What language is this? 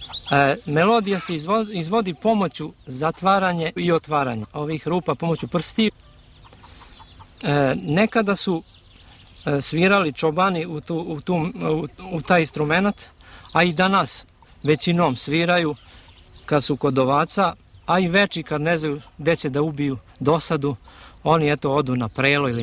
Serbian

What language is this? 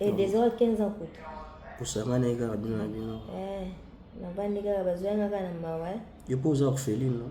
Lingala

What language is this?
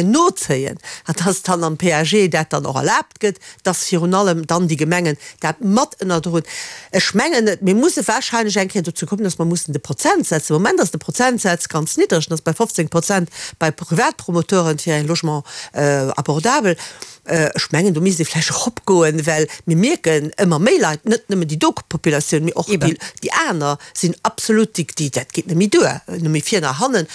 Luxembourgish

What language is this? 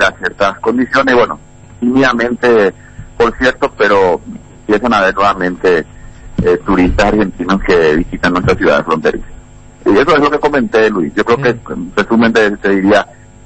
Spanish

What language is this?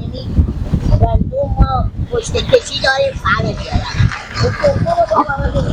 Persian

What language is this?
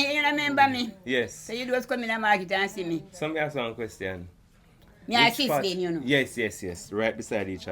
Jamaican Creole English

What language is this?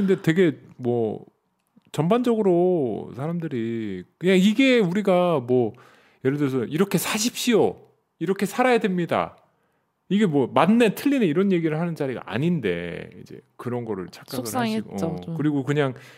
Korean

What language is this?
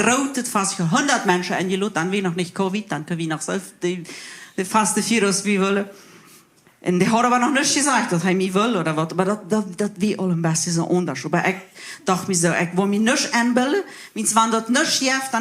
Plautdietsch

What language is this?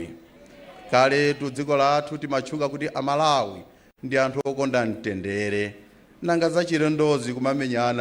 Nyanja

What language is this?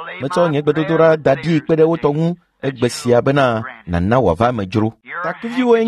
Ewe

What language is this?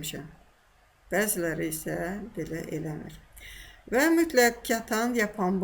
Azerbaijani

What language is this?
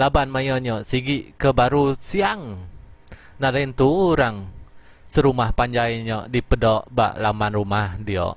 Iban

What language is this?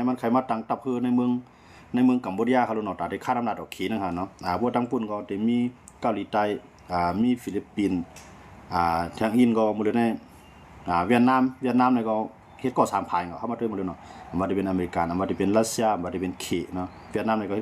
Shan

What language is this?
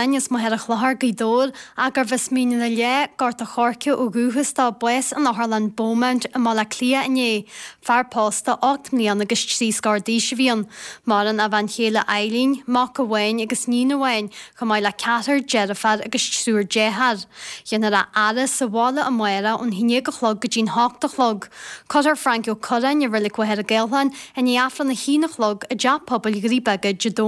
Irish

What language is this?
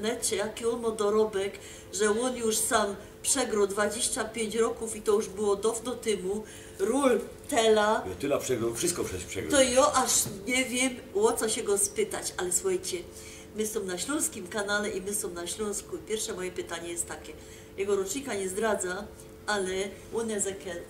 Silesian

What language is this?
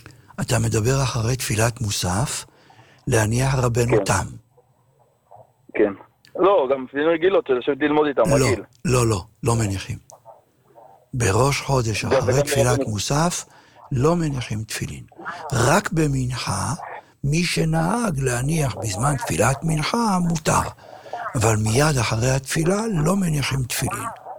Hebrew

